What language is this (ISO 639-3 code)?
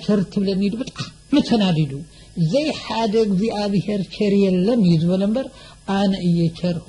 tir